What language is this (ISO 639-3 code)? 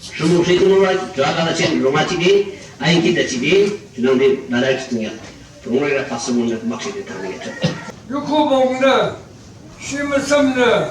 yim